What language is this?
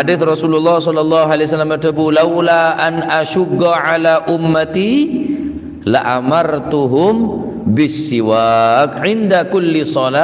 Madurese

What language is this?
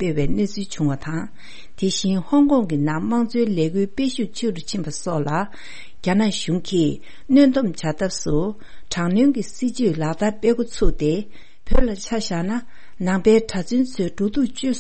Tibetan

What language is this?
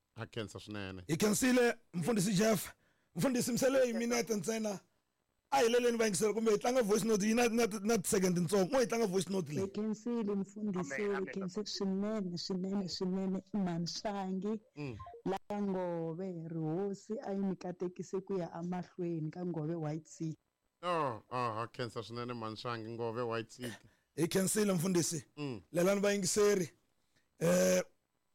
Tsonga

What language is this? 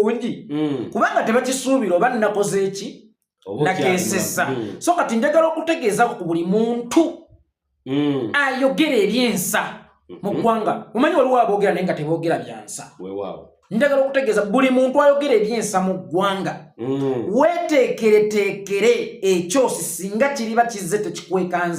Ganda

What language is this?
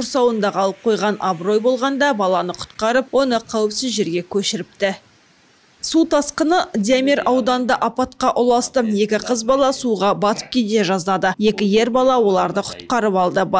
Kazakh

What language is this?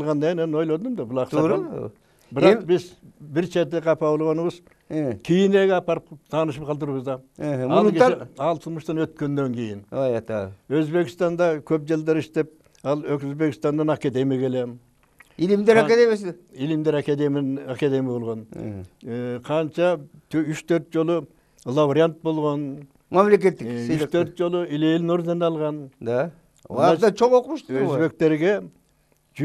Kyrgyz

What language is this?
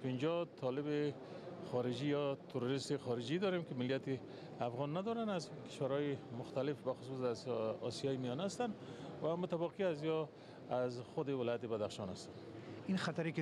Tajik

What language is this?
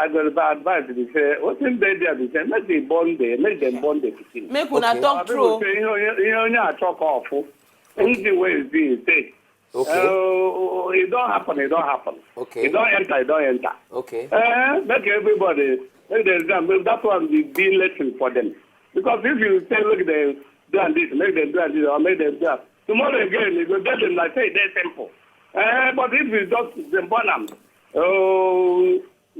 Nigerian Pidgin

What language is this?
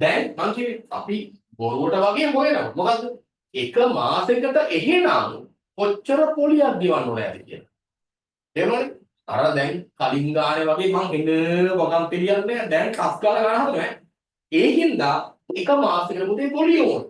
Sinhala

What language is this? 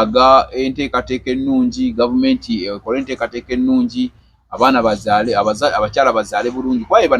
Ganda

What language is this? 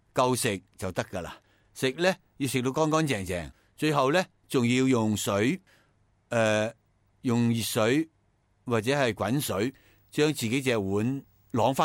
Cantonese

